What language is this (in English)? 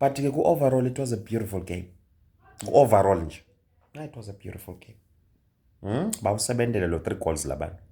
Swati